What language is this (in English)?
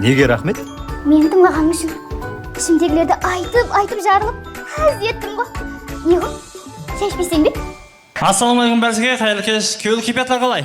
Kara-Kalpak